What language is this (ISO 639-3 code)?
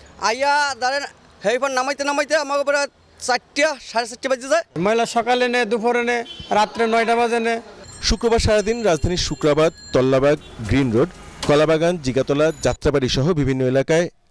ben